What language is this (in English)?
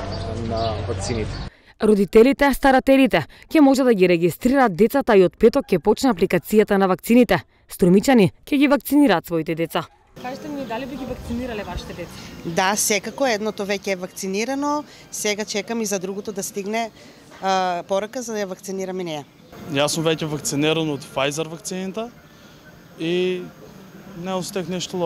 Macedonian